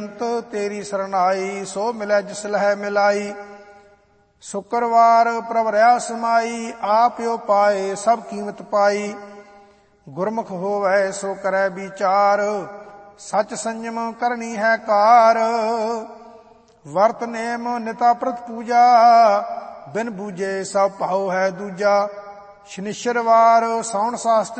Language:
Punjabi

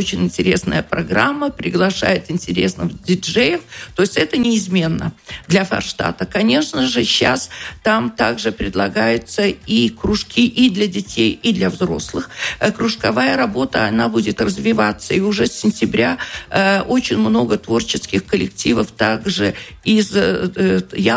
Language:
Russian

